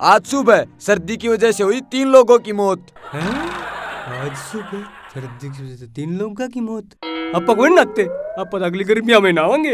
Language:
Haryanvi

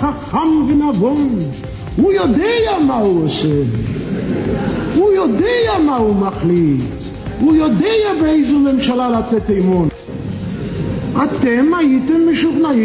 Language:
Hebrew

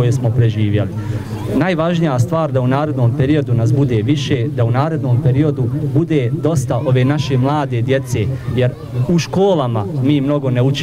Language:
Bosnian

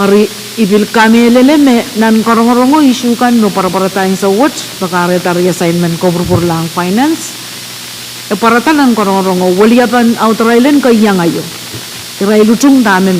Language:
Pohnpeian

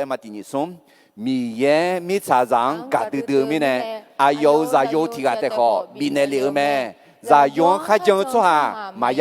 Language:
Akha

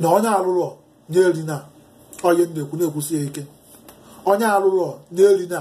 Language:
Igbo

